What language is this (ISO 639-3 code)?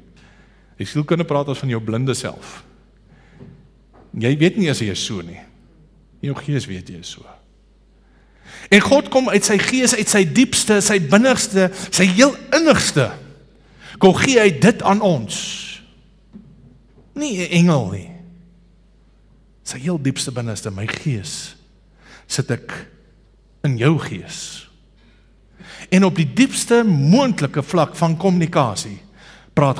afr